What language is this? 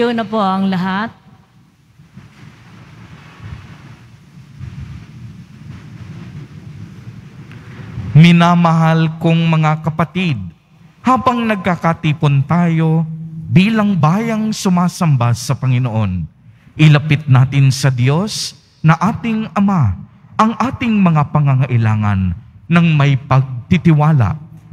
Filipino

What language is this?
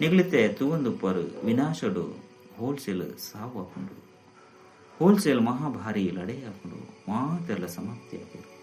Tulu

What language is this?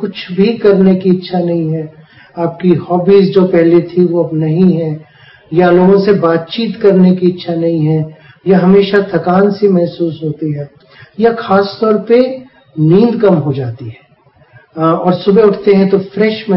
Hindi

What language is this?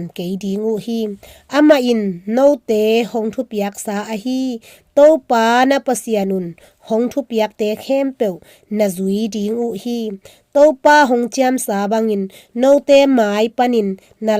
Tedim Chin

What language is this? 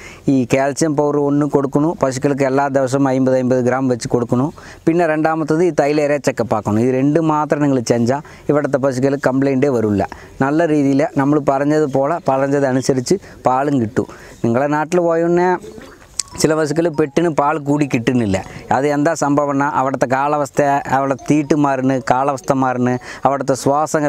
Malayalam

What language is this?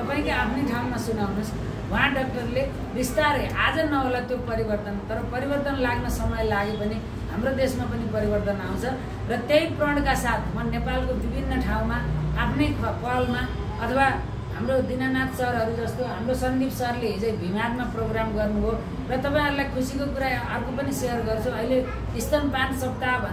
Nepali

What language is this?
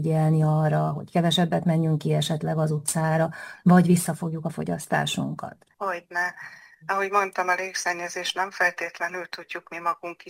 Hungarian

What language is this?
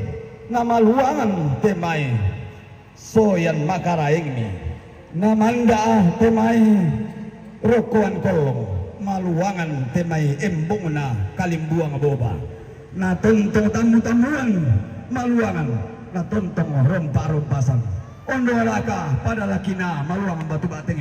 Toraja-Sa'dan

